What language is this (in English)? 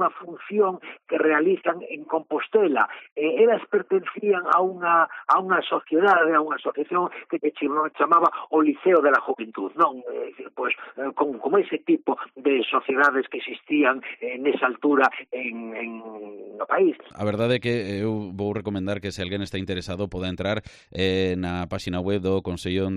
Galician